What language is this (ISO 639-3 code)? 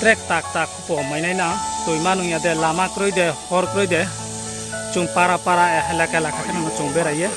ria